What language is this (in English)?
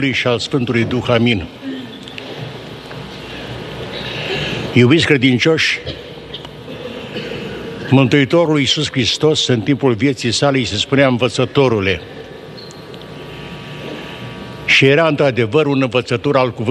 Romanian